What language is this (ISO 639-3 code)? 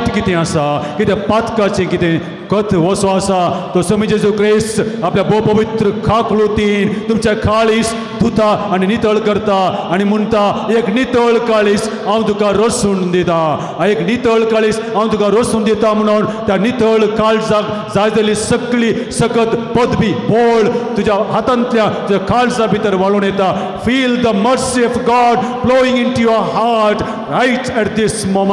kok